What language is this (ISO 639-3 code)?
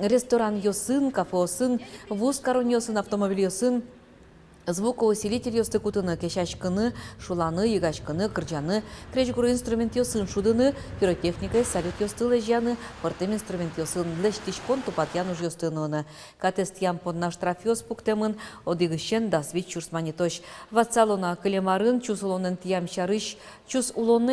udm